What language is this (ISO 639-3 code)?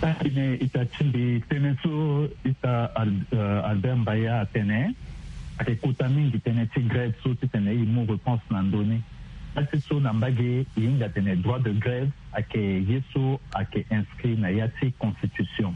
sag